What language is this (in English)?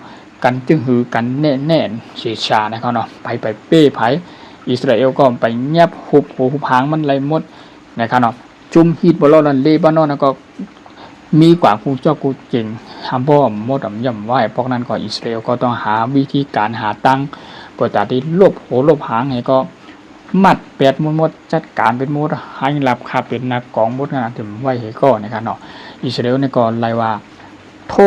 Shan